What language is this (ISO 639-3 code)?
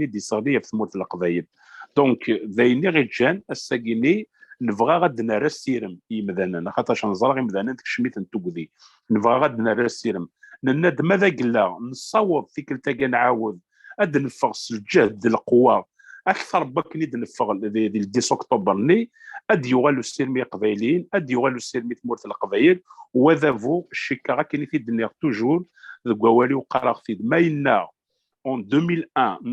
kab